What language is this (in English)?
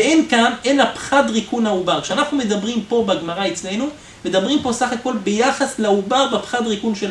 Hebrew